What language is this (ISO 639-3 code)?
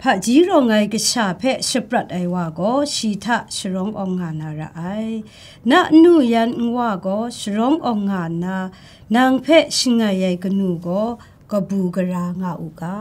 kac